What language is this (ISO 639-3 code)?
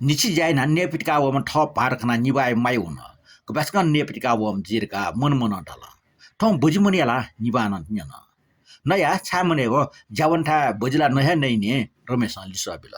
new